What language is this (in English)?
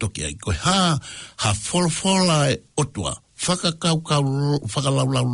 Tongan